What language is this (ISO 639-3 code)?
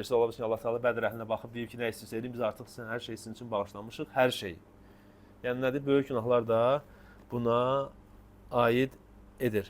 aze